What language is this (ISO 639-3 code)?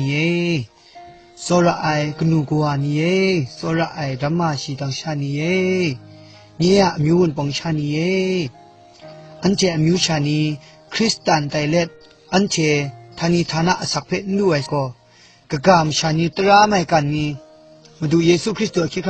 kac